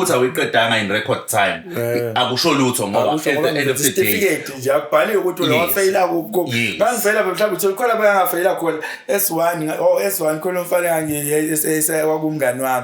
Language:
Zulu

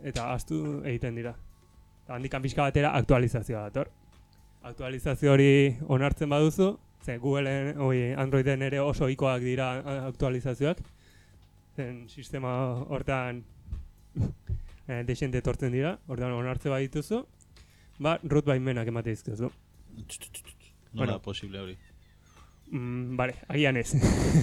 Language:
Basque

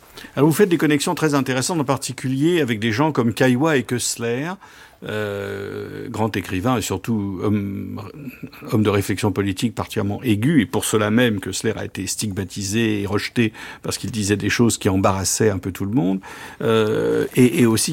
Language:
French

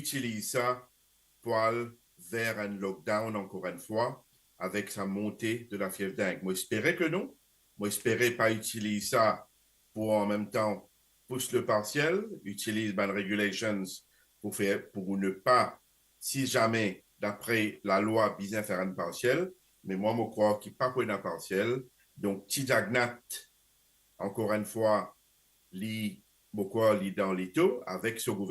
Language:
Morisyen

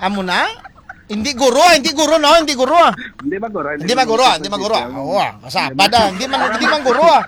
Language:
Hiligaynon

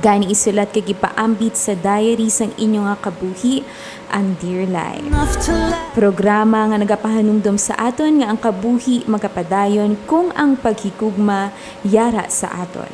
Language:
Hiligaynon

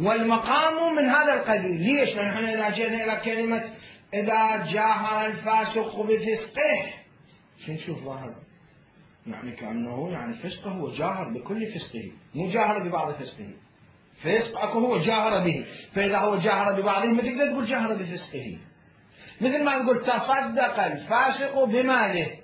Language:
Mesopotamian Arabic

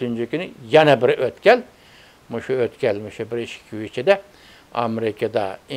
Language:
Uyghur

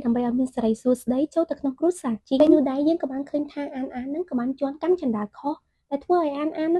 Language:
Khmer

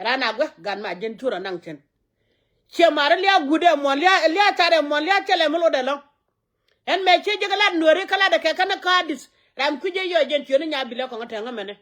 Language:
Nuer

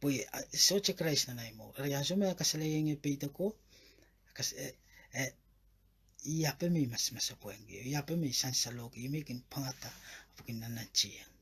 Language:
Pohnpeian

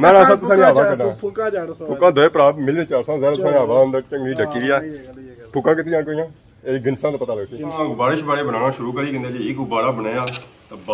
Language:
Pahari-Potwari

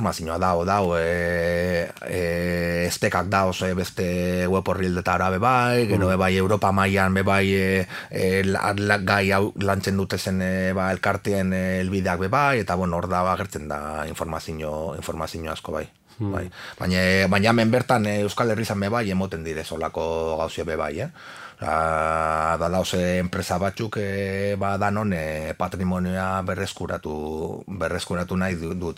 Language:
Basque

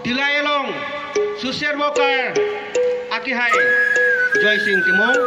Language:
Karbi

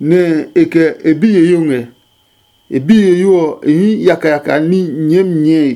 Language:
Adangme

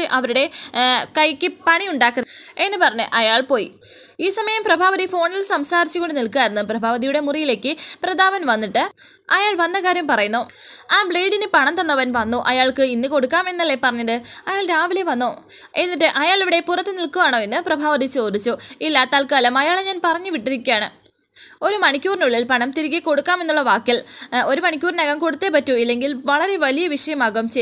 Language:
Malayalam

